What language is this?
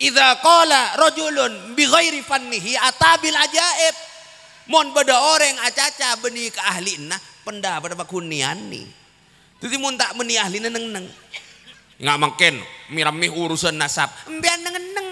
Madurese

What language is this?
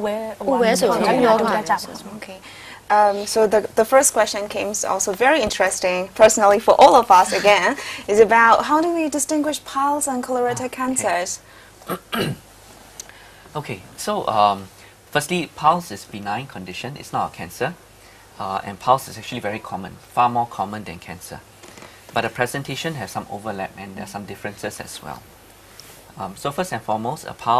Burmese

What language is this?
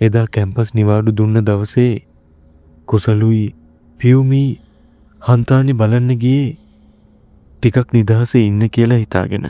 Sinhala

